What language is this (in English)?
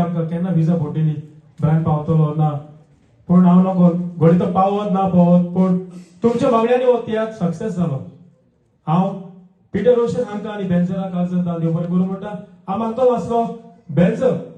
Konkani